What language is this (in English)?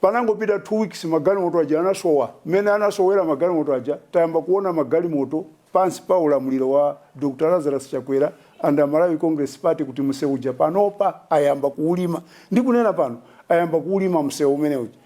Nyanja